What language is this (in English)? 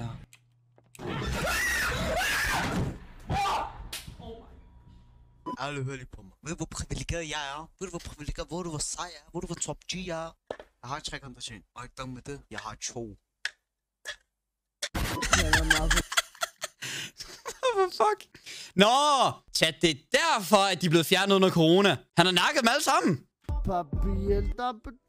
Danish